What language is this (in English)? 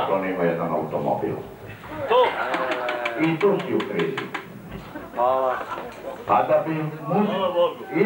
Serbian